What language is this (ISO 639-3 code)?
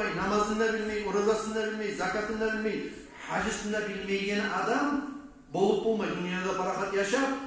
kum